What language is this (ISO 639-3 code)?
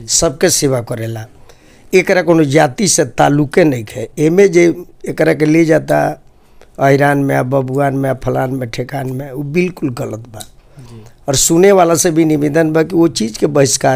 bho